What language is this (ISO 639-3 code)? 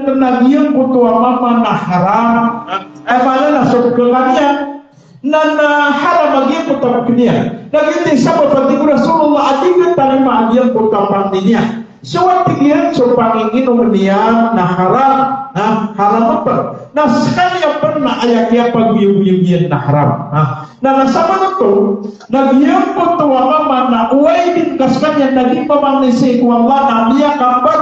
mrw